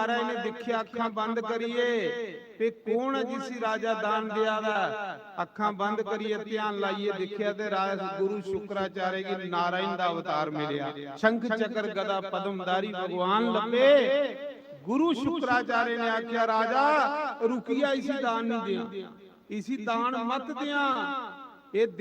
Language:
Dogri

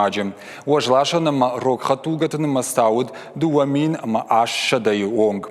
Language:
Ossetic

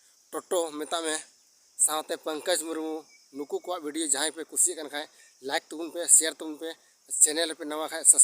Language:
Santali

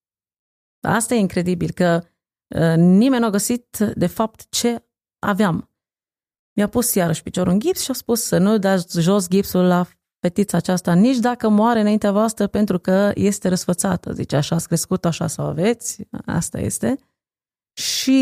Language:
Romanian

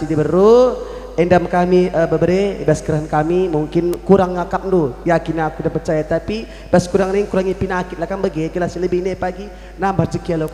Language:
Batak Karo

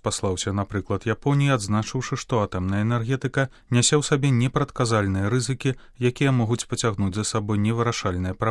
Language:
Belarusian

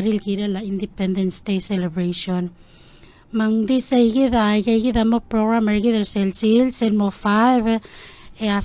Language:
Palauan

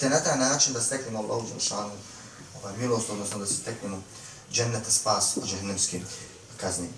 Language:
Bosnian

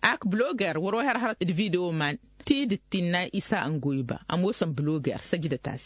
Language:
Tamasheq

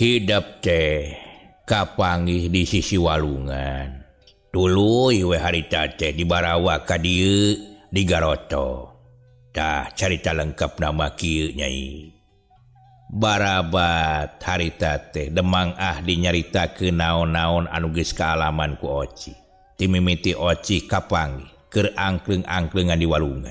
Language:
Sundanese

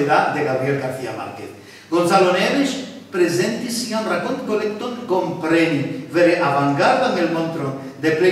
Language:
Esperanto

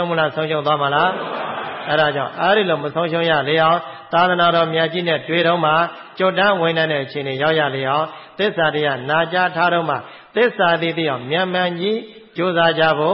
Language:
Burmese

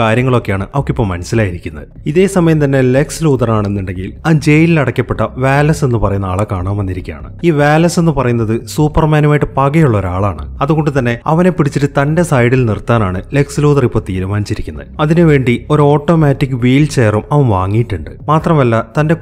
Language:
Malayalam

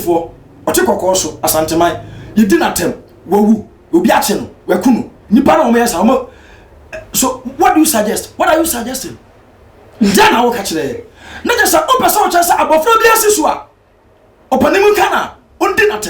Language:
Akan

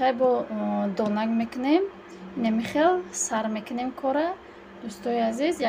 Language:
Tajik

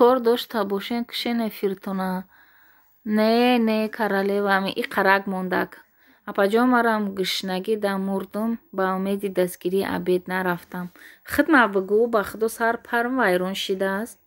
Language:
Tajik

